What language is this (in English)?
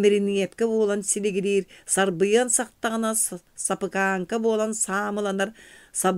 Yakut